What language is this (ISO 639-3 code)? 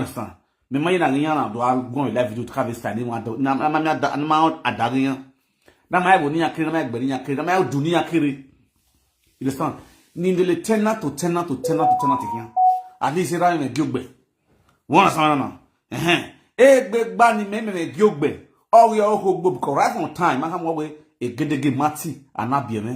pcm